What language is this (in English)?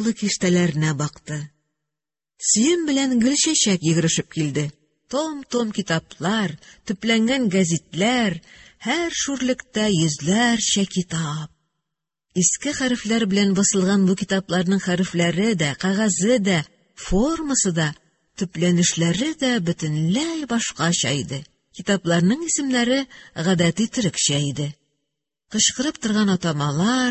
Tatar